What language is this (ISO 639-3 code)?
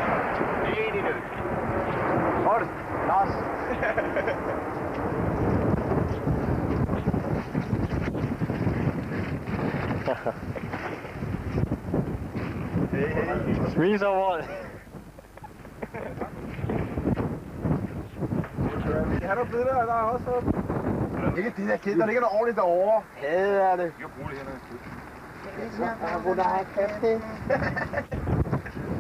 dan